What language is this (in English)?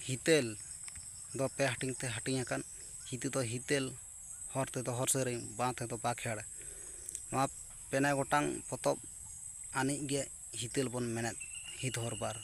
Santali